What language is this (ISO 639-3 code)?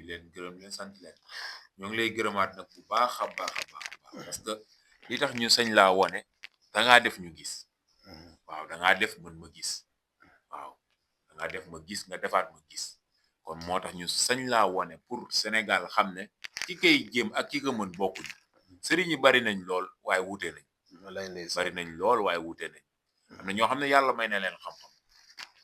wol